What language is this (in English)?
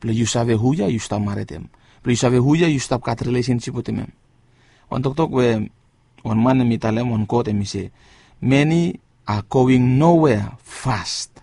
Bislama